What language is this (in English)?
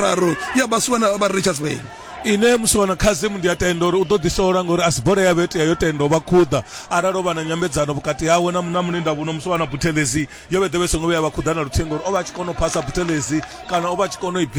Venda